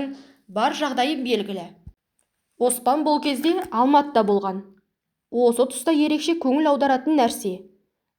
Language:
Kazakh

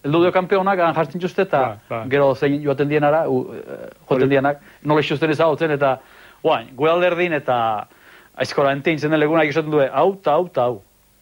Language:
Basque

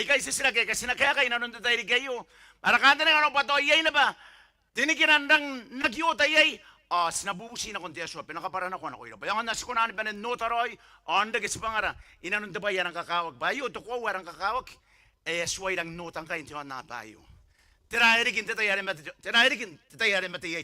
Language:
Gilbertese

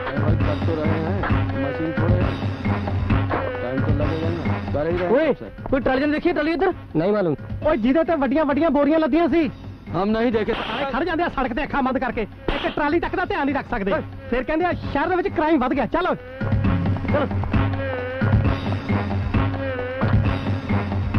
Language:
Punjabi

